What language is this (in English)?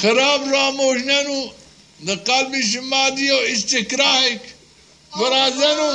Zaza